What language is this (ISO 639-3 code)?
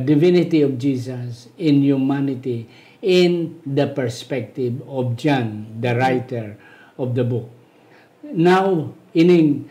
hil